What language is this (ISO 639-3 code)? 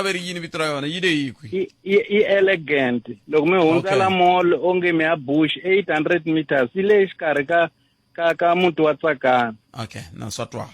tso